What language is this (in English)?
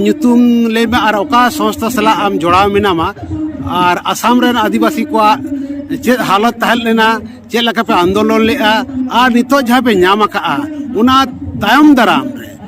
Santali